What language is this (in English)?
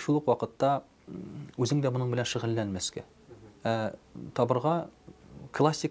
Tatar